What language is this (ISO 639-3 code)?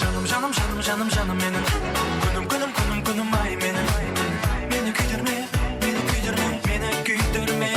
kaa